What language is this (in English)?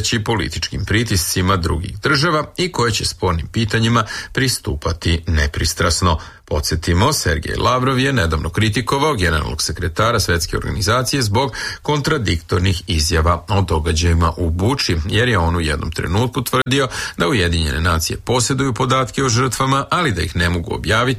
Serbian